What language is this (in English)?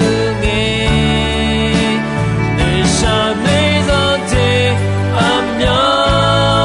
Akha